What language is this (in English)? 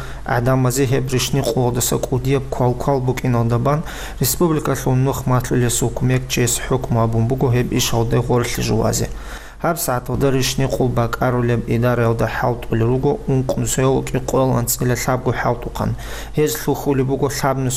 Avaric